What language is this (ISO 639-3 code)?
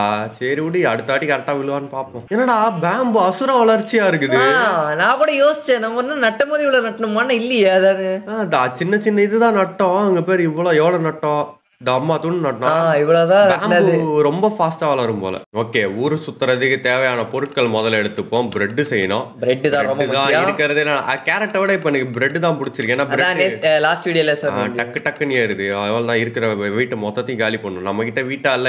tam